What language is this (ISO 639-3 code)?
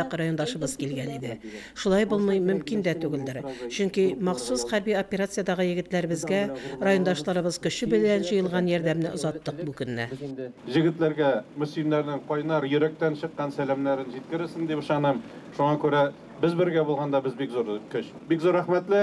tat